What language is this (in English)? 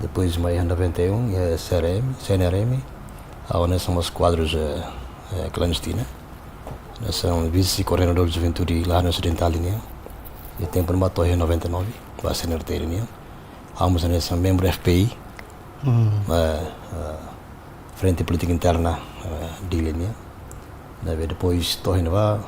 Tetum